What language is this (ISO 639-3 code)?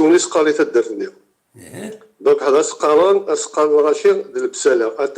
kab